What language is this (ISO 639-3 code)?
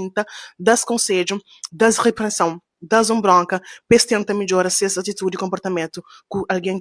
kea